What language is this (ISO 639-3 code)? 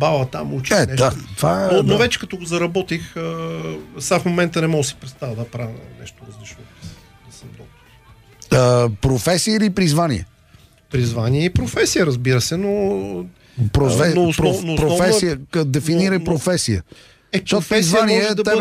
bul